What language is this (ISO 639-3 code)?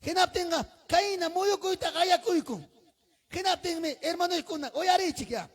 quy